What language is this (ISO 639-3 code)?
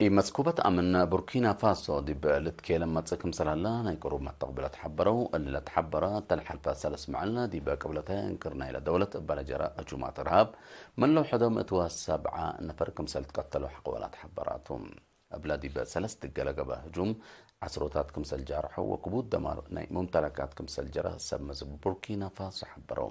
tig